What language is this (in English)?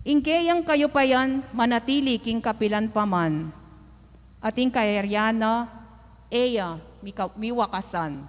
Pampanga